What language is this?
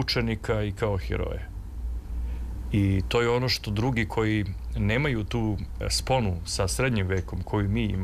Serbian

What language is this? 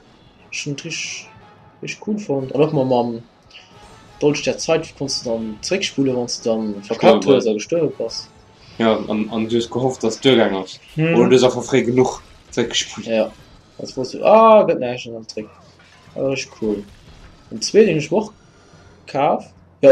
Luxembourgish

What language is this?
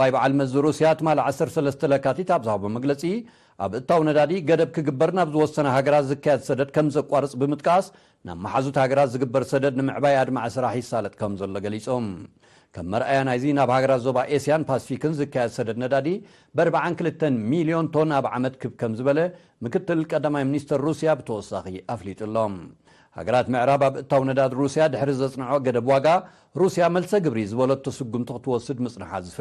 Tigrinya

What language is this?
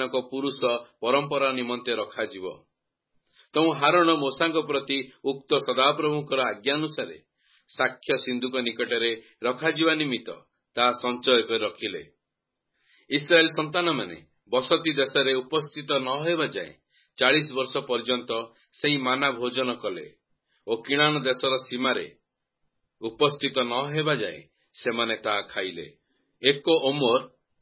Odia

